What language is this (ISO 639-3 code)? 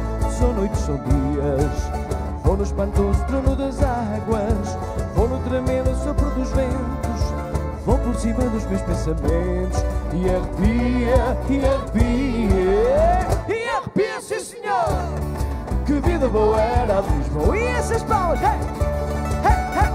por